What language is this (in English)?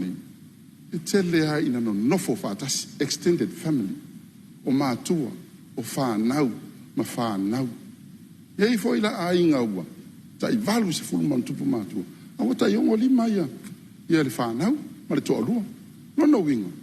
Samoan